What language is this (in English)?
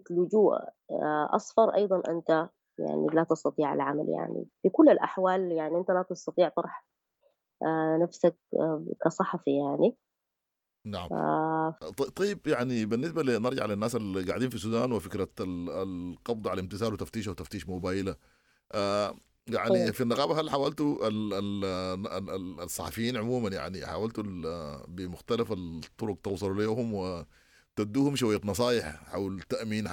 Sudanese Arabic